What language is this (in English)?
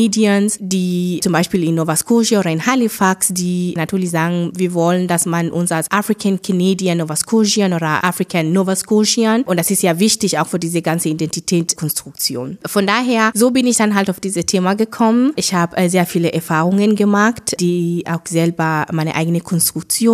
German